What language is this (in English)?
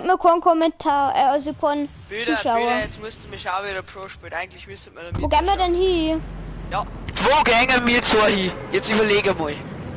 Bavarian